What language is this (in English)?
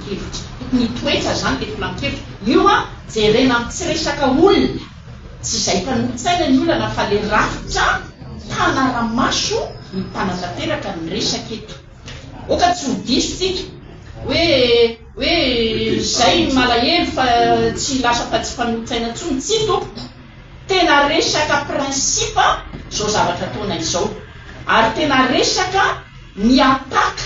Malagasy